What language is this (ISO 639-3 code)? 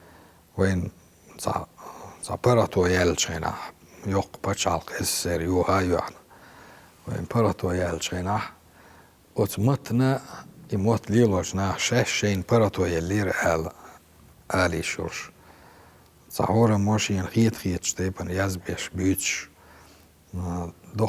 che